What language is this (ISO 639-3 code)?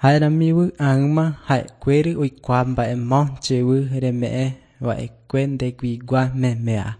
grn